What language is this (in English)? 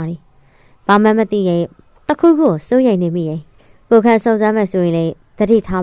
Burmese